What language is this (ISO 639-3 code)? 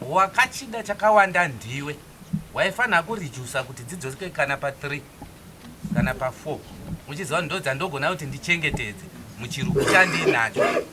sna